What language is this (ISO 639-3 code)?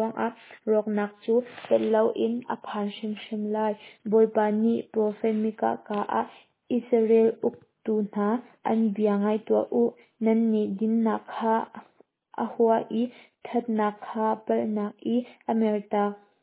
cnh